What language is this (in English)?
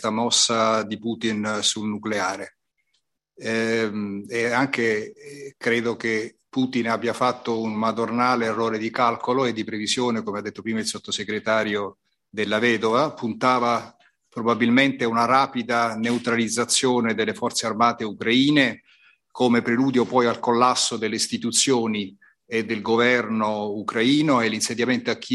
Italian